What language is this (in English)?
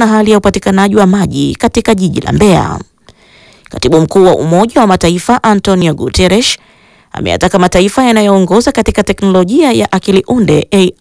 Swahili